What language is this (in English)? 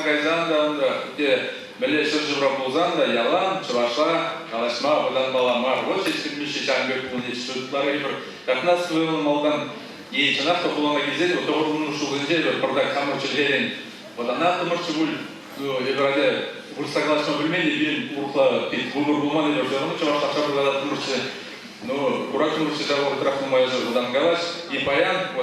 Chuvash